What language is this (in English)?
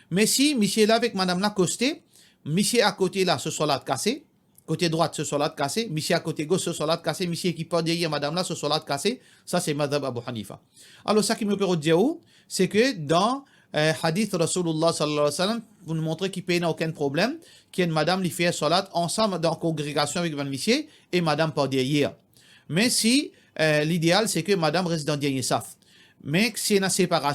Morisyen